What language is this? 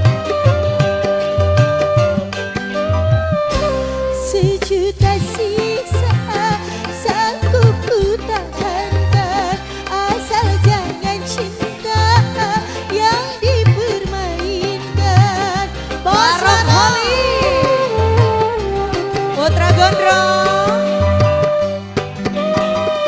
Indonesian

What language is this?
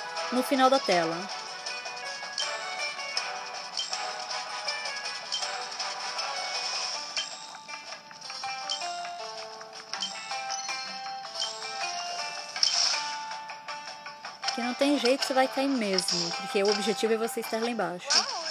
Portuguese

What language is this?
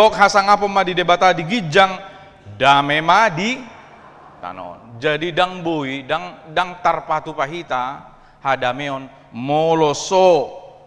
Batak Toba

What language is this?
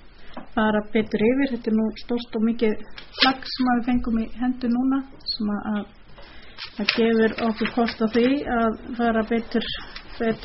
Icelandic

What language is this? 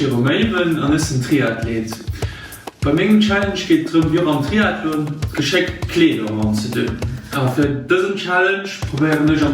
Luxembourgish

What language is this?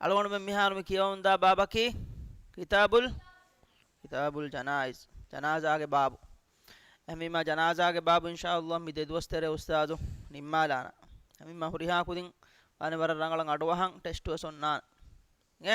Divehi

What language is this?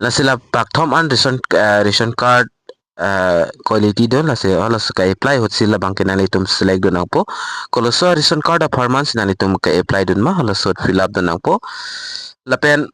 Karbi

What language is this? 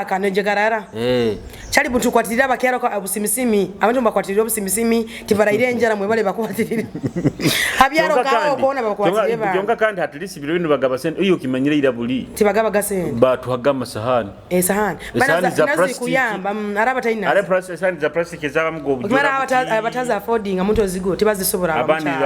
Nyoro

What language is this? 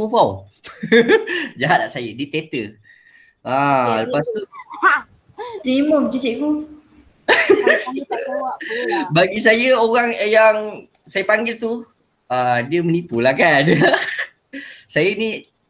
Malay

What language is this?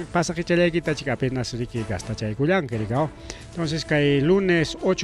Ayacucho Quechua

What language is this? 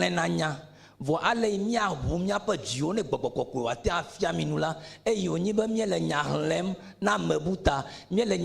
Ewe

